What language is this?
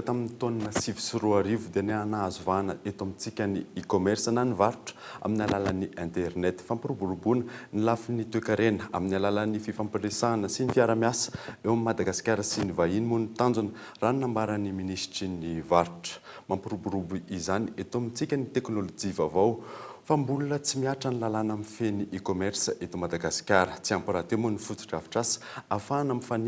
Malagasy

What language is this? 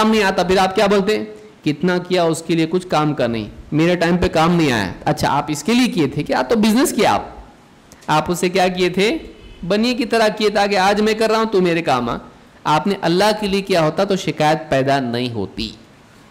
Urdu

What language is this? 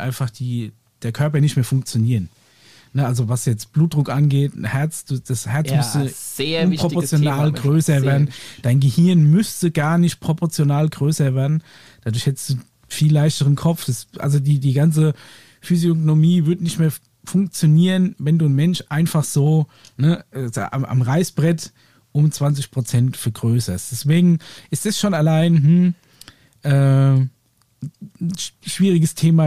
German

